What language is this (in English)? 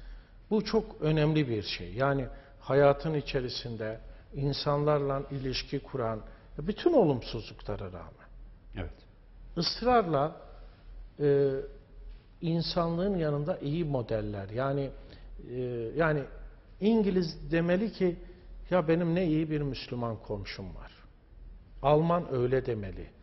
Turkish